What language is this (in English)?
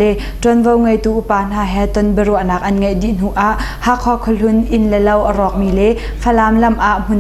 Hakha Chin